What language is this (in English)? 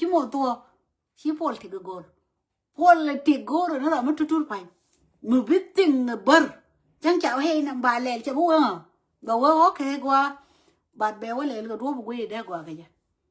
Nuer